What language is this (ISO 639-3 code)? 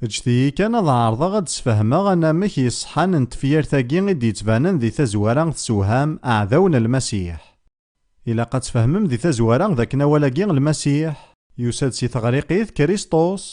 kab